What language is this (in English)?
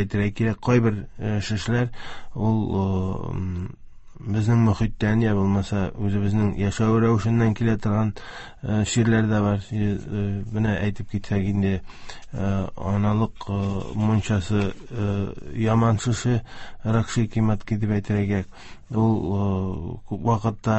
Tatar